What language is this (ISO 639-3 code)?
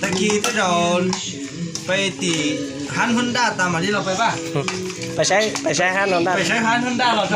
hmn